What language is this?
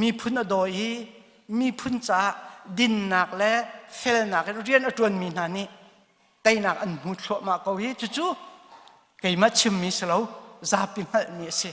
Hakha Chin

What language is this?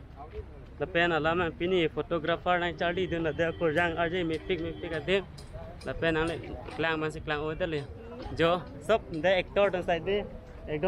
Karbi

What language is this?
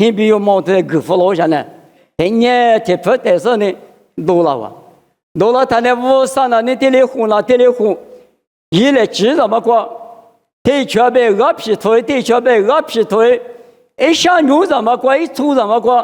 Lisu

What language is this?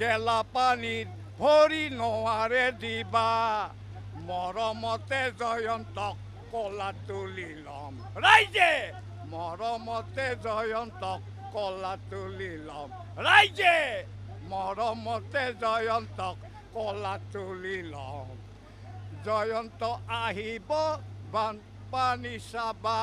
Assamese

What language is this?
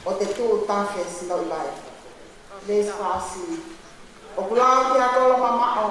Tongan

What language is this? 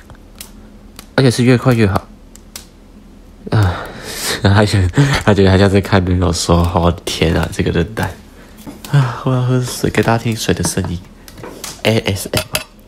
Chinese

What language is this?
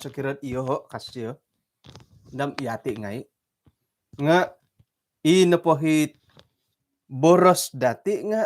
Central Dusun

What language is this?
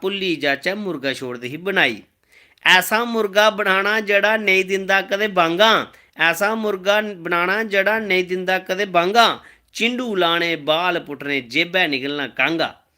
Dogri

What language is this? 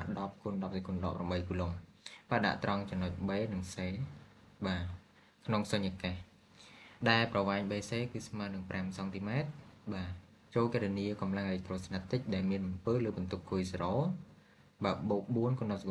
Khmer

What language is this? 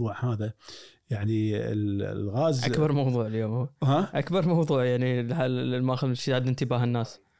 Gulf Arabic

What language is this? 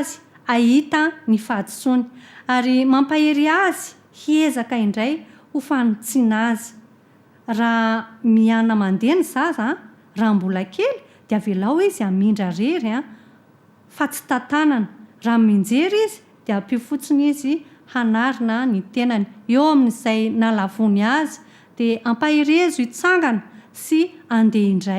Malagasy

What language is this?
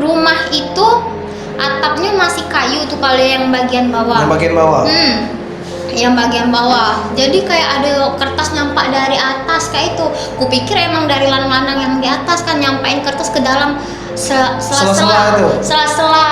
Musi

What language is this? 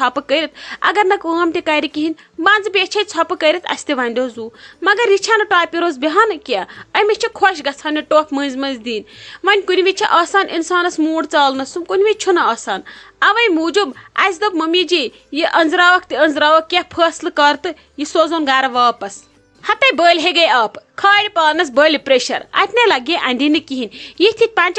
Kashmiri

